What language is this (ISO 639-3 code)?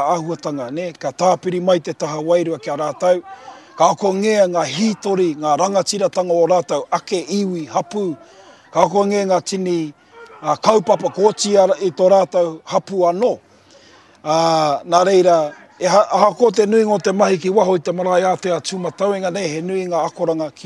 mri